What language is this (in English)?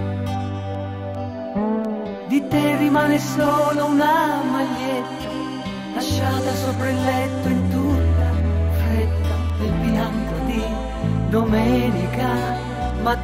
Italian